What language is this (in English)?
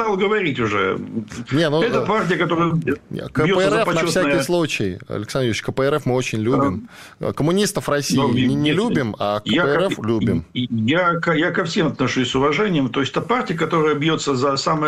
Russian